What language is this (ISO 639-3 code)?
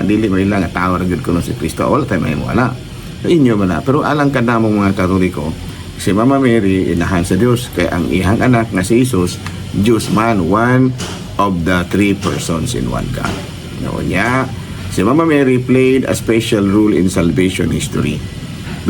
ceb